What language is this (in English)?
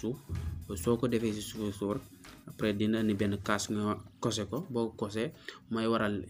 Wolof